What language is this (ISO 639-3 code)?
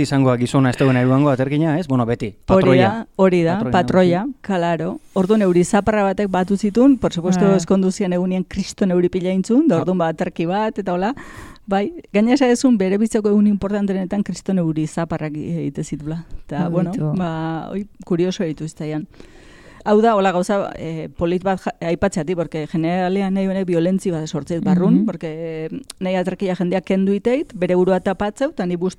eus